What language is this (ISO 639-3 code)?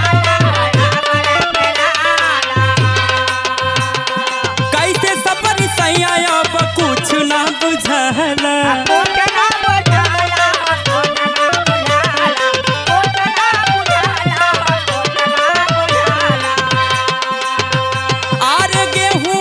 bho